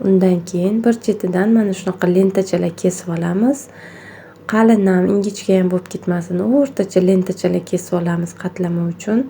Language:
Uzbek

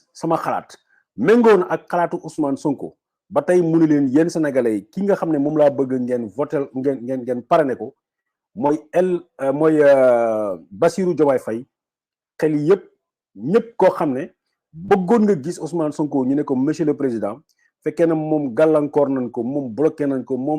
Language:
Wolof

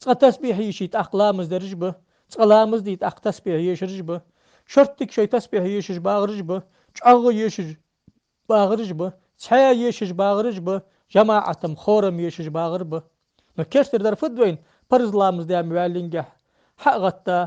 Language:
Ingush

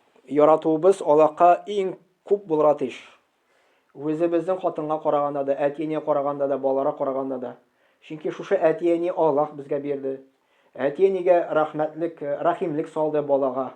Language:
Tatar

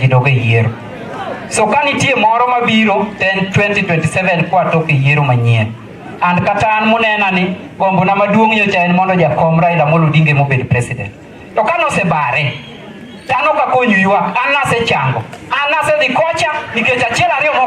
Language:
Luo (Kenya and Tanzania)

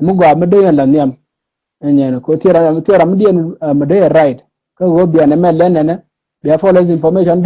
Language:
Nuer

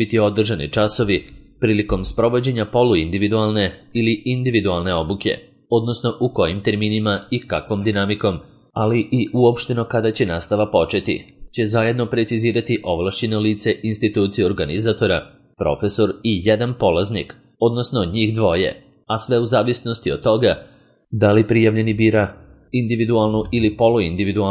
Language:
Serbian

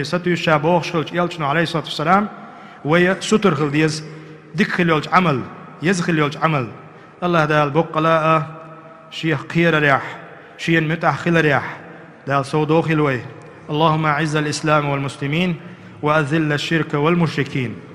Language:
Chechen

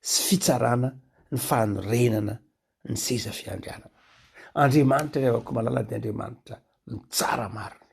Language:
Malagasy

